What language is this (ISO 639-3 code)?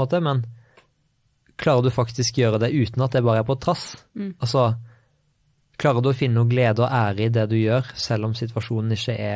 nor